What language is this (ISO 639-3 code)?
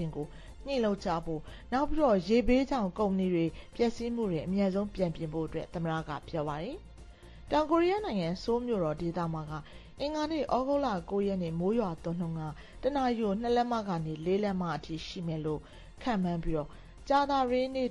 mya